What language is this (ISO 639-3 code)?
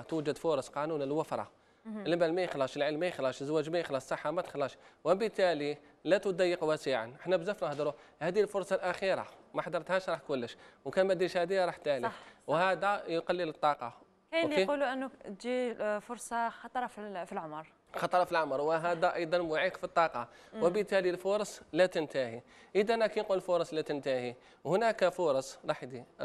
arq